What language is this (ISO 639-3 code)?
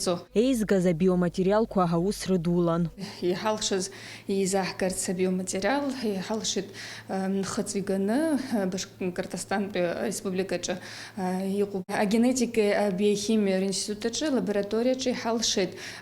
abk